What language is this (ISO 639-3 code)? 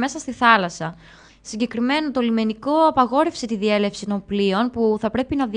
ell